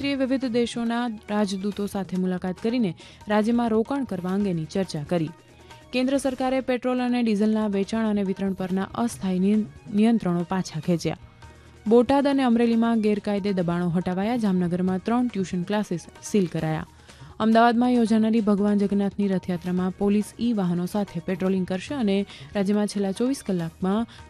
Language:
Gujarati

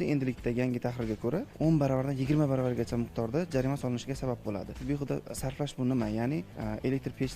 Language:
Uzbek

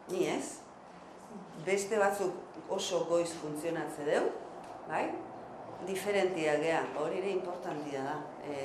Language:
Basque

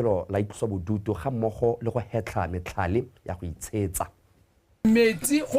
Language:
Tswana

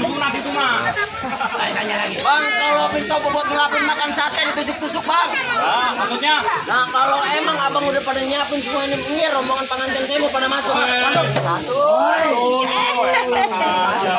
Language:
Betawi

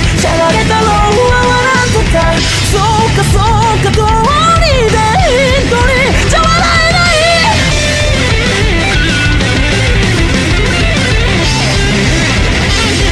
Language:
Japanese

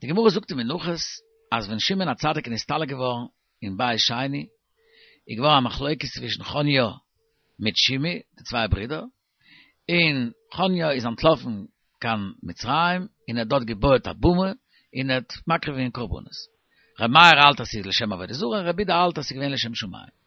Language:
Yiddish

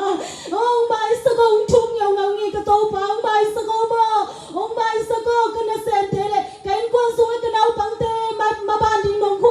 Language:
Tedim Chin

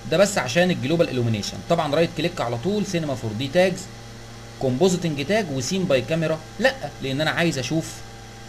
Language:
Egyptian Arabic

